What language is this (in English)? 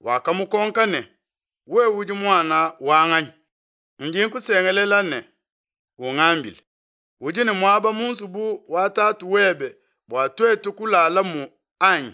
Luba-Lulua